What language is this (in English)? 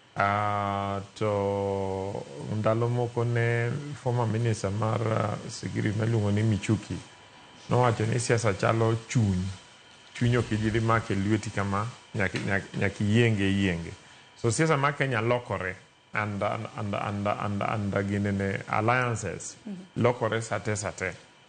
Luo (Kenya and Tanzania)